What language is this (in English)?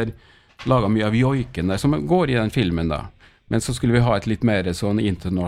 Norwegian